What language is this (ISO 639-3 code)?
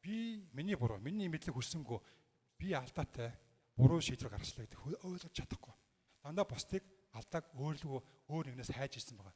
mon